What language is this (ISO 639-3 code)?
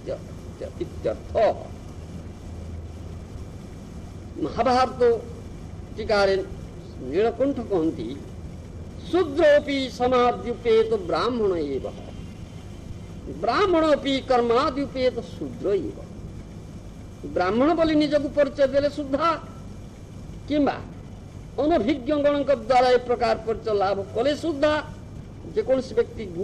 ori